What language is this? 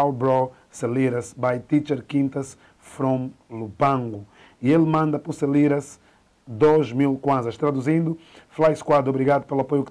Portuguese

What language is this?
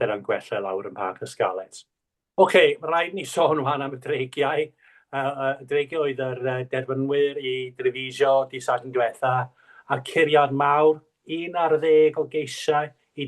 Welsh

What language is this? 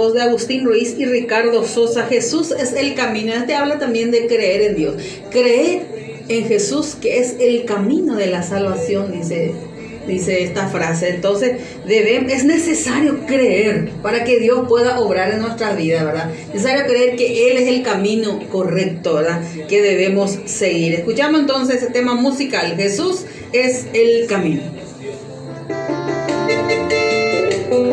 Spanish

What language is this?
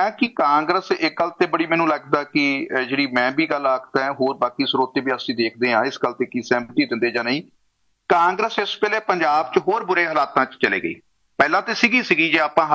Punjabi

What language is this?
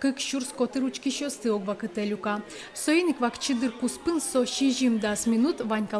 Udmurt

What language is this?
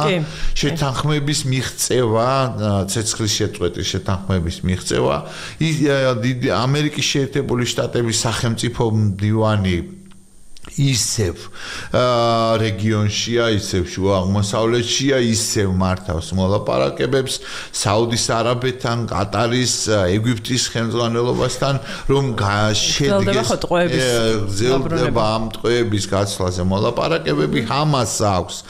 Georgian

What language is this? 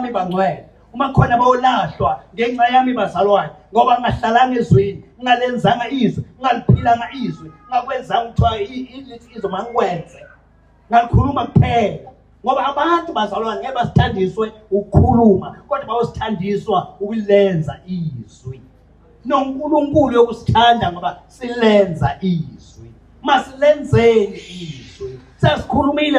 Zulu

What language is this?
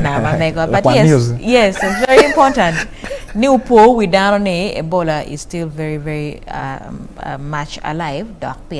Acoli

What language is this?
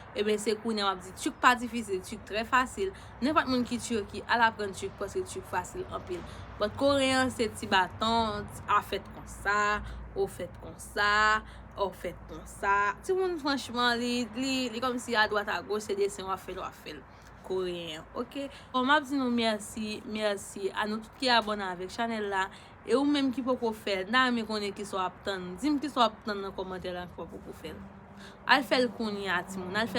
Haitian Creole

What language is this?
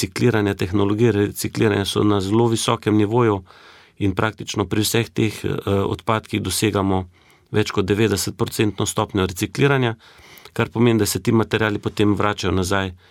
Slovenian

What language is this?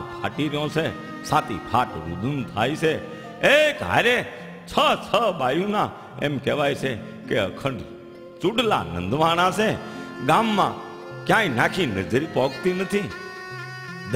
Gujarati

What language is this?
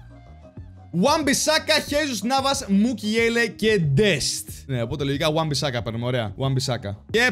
Greek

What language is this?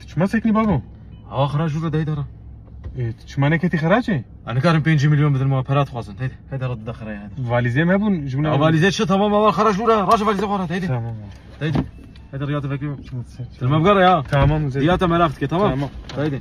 Kurdish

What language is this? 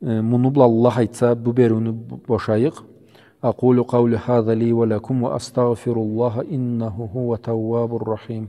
Karachay-Balkar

